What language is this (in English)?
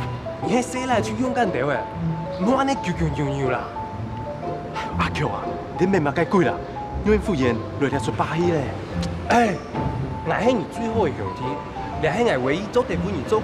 Hakka Chinese